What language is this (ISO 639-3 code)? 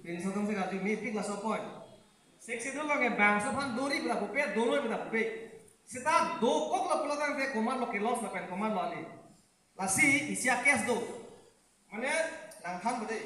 mjw